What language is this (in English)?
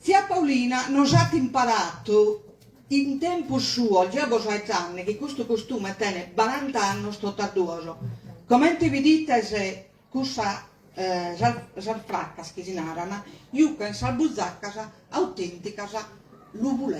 Sardinian